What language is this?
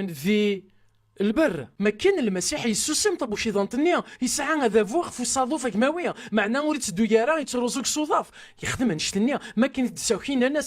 Kabyle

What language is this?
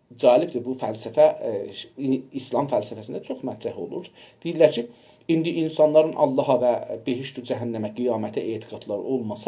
South Azerbaijani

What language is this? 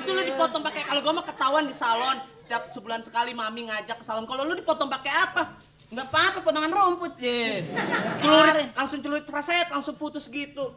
Betawi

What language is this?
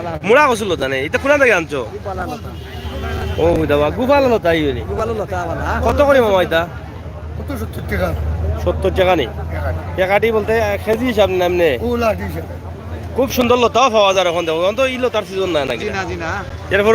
Sylheti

